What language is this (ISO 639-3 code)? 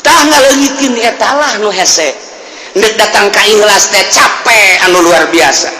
sun